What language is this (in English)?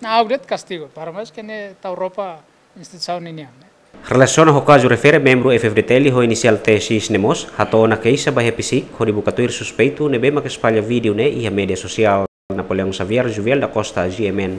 Tetum